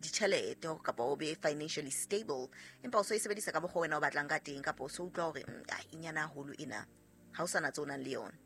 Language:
Southern Sotho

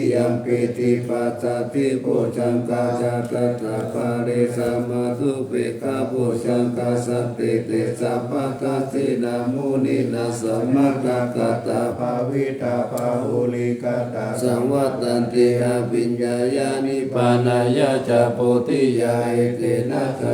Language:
Pali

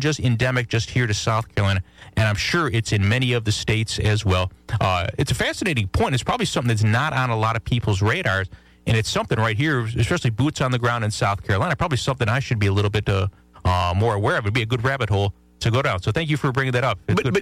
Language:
English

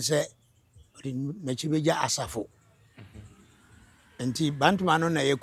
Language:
Akan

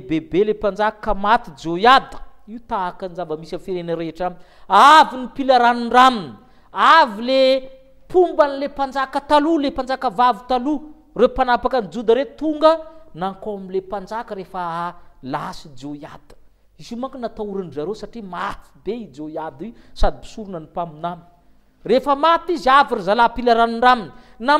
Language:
Malagasy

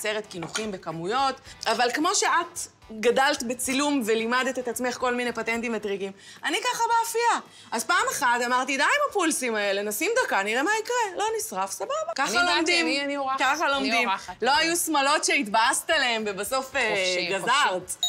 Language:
Hebrew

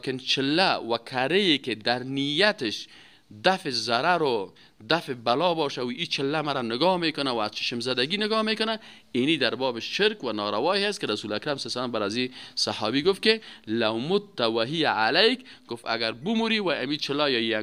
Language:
Persian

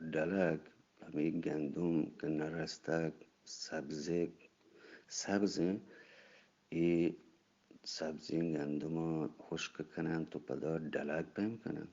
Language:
Eastern Balochi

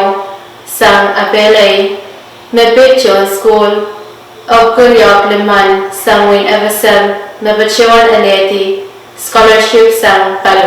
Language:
Pohnpeian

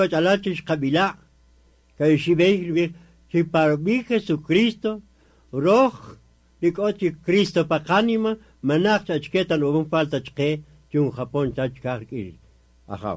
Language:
Kaqchikel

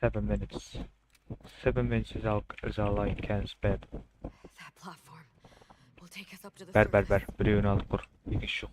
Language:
Kara-Kalpak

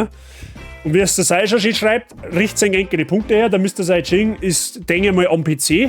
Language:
Bavarian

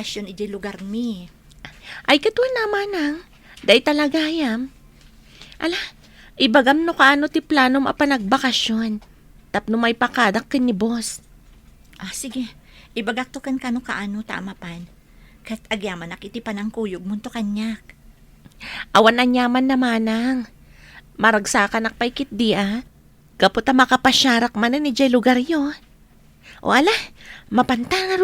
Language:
Iloko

